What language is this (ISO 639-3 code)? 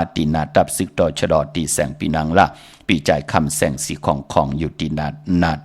shn